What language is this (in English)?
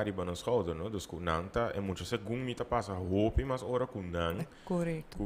Papiamento